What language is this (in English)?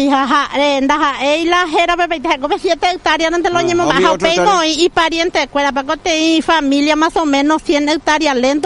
Guarani